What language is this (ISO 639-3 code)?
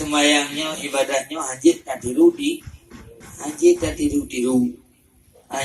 ace